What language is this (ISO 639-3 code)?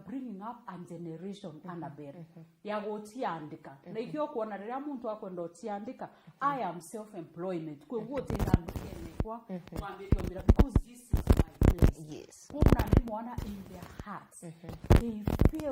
mer